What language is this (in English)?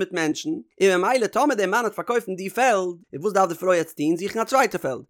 Yiddish